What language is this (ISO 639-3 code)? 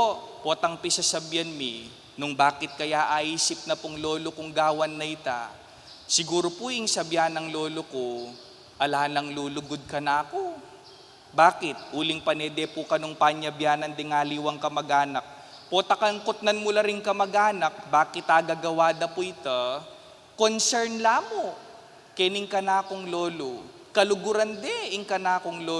pam